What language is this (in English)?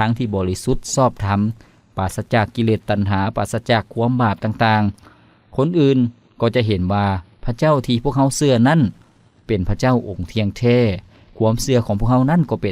Lao